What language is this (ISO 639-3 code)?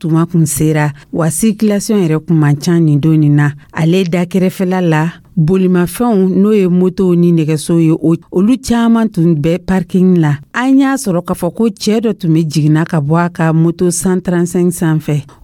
dyu